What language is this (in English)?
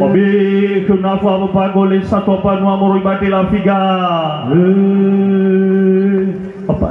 Nias